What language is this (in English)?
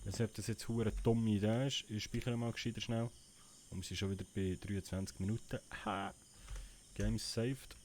Swiss German